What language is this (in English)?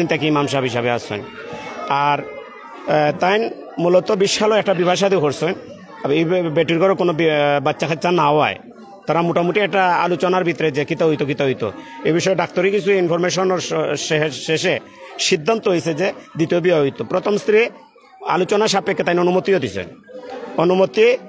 Sylheti